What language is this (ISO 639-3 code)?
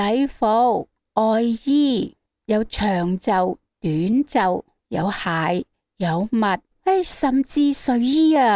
yue